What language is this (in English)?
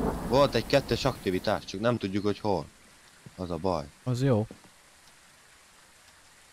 Hungarian